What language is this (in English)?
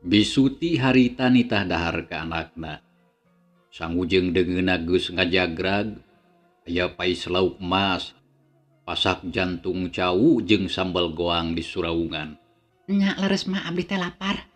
Sundanese